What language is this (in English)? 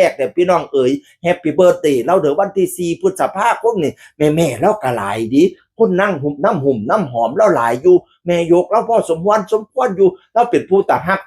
Northeastern Thai